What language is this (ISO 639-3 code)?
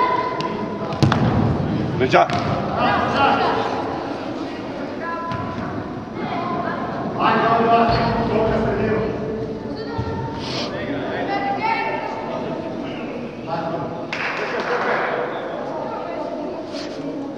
hrv